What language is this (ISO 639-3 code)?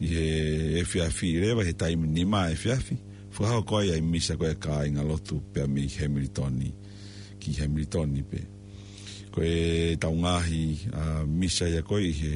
ton